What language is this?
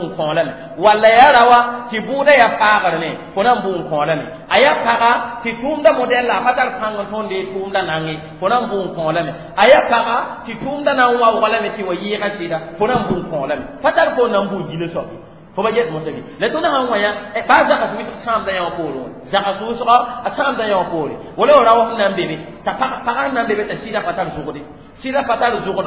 Mossi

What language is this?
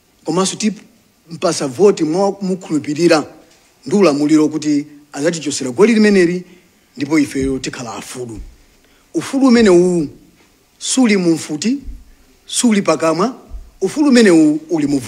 Nyanja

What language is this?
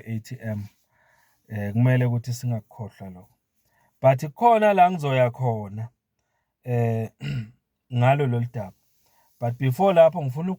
Zulu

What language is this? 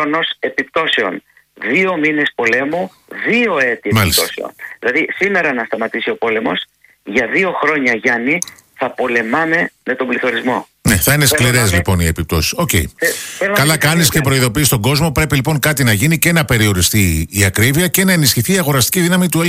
Greek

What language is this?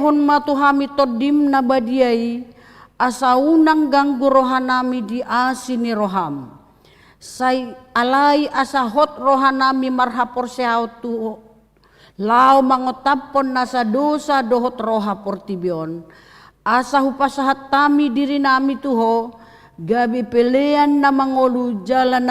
Batak Toba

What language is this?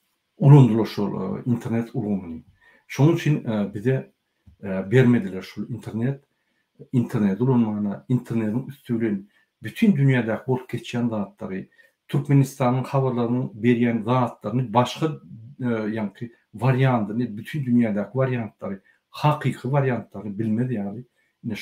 Turkmen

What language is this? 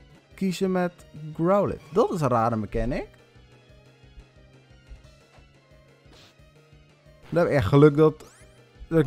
Dutch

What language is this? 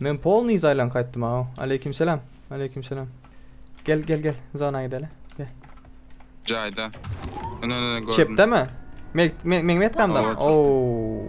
Turkmen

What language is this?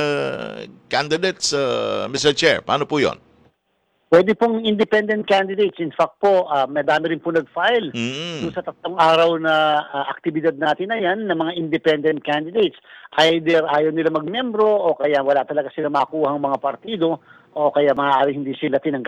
Filipino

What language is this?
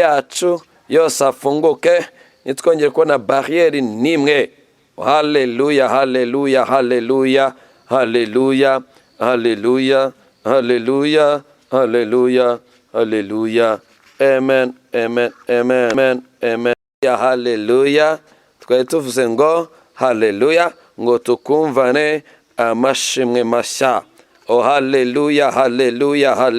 Kinyarwanda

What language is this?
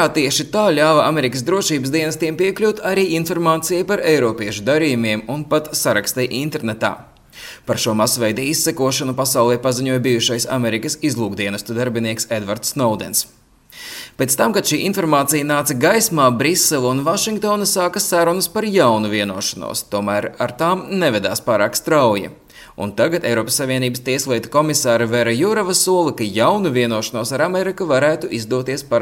Latvian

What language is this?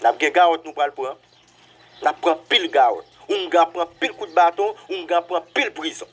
Haitian Creole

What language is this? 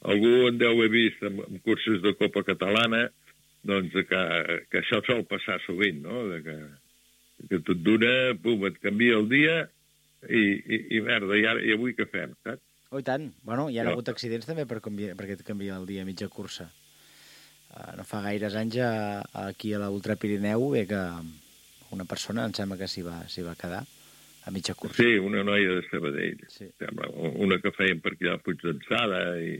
Catalan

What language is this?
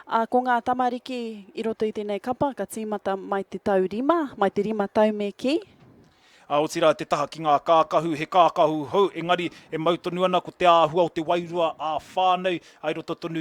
Māori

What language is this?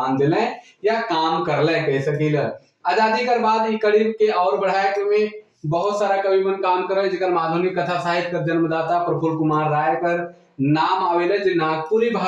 Sadri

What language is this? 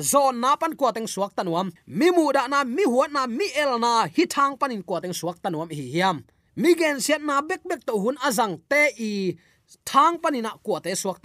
Tedim Chin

